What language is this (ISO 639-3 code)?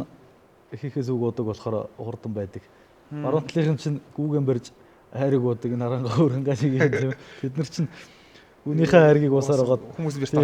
mon